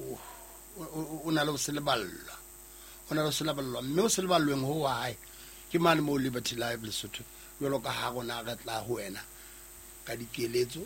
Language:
Southern Sotho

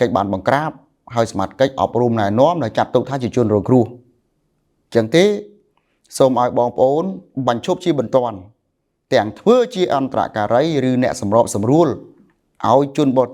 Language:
Khmer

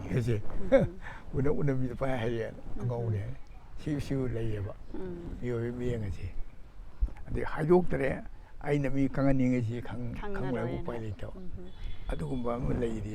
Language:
Manipuri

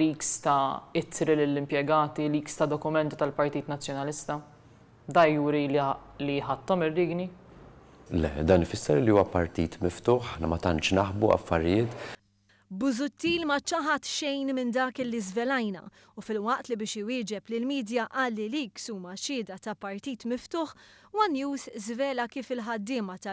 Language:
Maltese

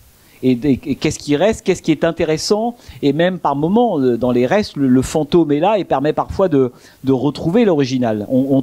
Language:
French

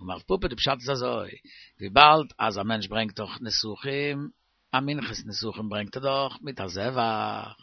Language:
Yiddish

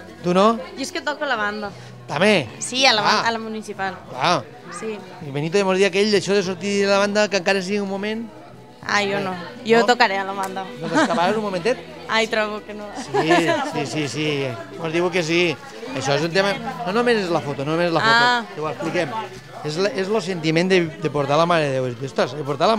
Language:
Catalan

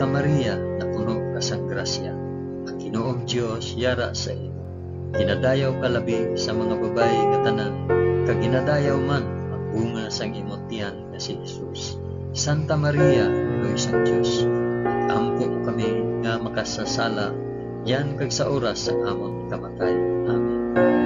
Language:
Hiligaynon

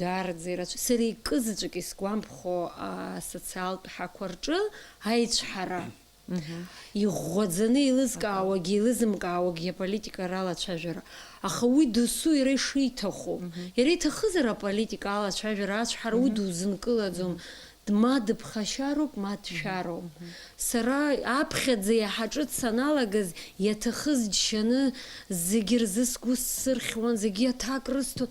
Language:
Abkhazian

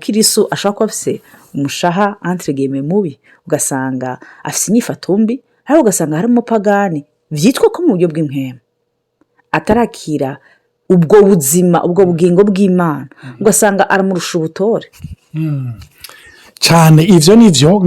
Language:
Rundi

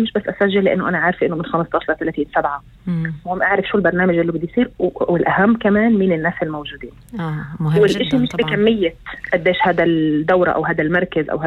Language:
North Levantine Arabic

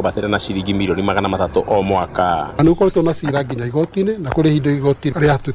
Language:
Kikuyu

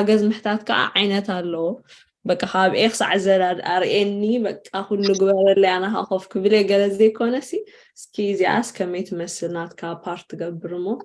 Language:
Tigrinya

